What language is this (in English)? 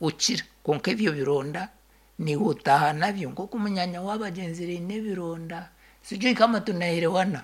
Nyankole